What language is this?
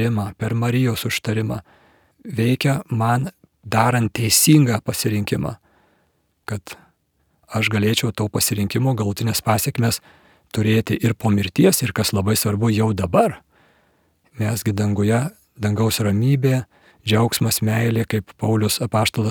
Lithuanian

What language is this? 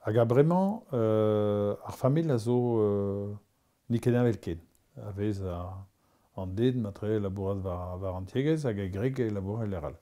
Breton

